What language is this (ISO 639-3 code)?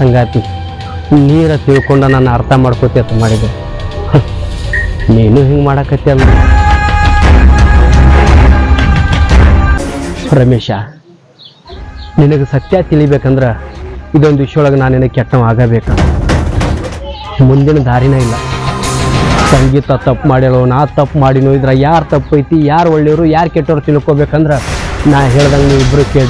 kan